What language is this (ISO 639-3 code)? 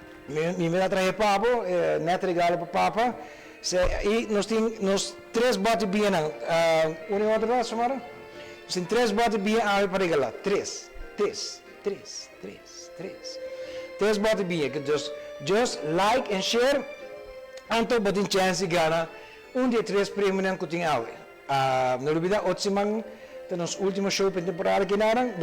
pap